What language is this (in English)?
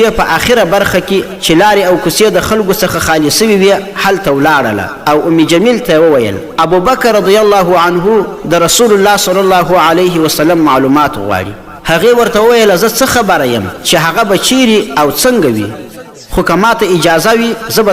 Pashto